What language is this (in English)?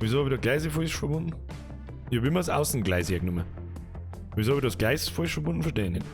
Bavarian